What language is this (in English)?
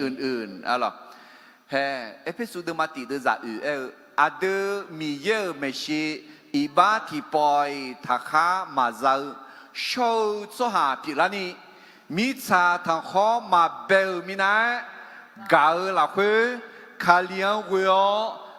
Akha